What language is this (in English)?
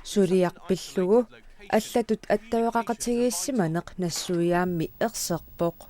Kalaallisut